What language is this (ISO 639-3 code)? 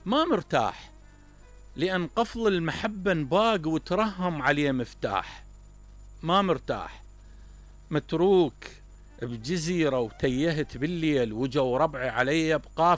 acm